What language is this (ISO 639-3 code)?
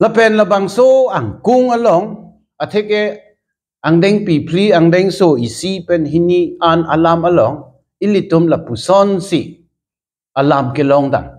mjw